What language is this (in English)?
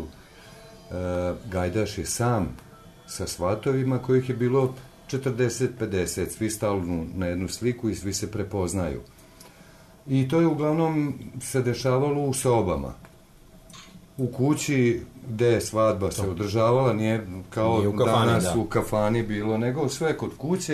Serbian